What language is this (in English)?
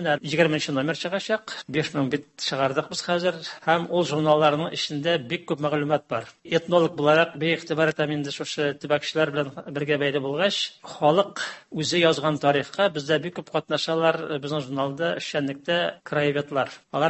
Tatar